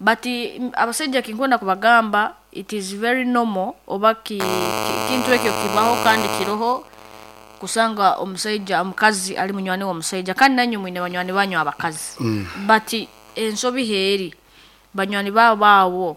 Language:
Nyankole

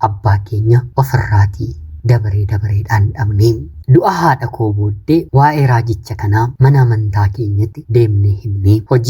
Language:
Oromo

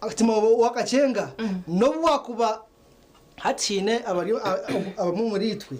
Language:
Nyankole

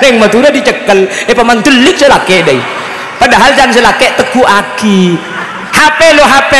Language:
Madurese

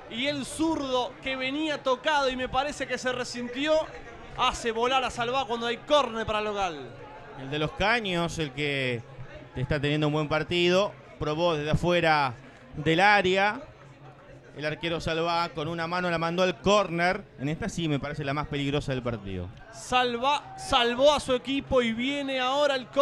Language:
Spanish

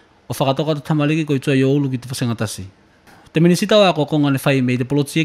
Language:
Tuvalu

